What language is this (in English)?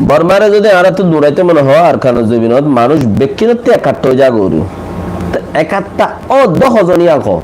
Rohingya